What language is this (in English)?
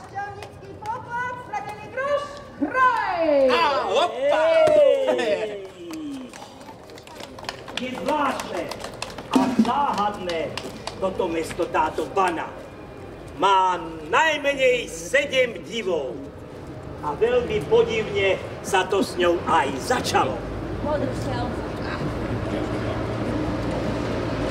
Slovak